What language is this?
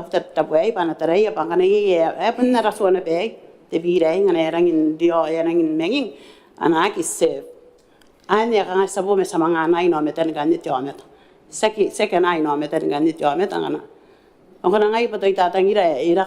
Gilbertese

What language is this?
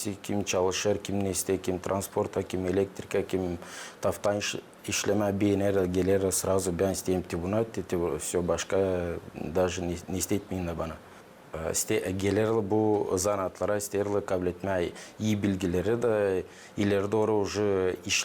Gagauz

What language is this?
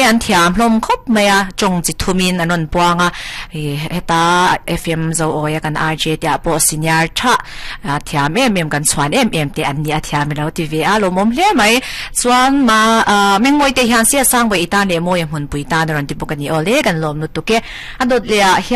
Mizo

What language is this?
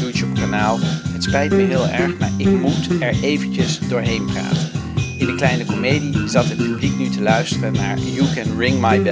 Dutch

